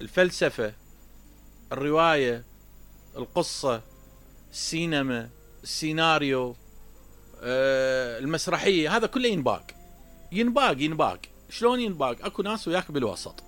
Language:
Mesopotamian Arabic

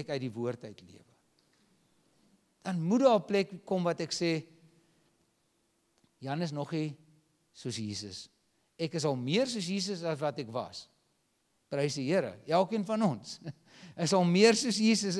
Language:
Afrikaans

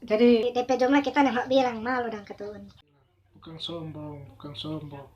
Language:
Manado Malay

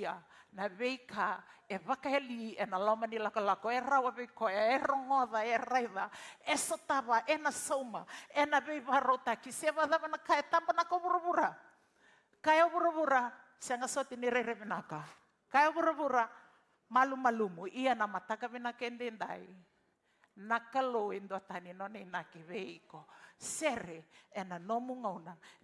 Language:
Fijian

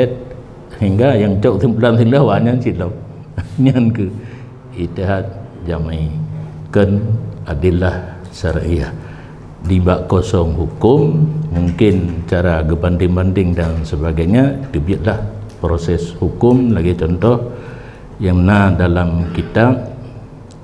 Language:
Achinese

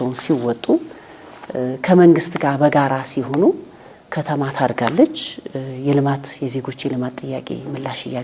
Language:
Amharic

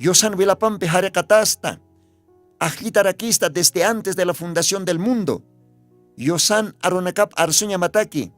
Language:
Aymara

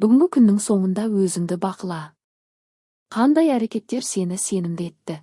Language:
Kazakh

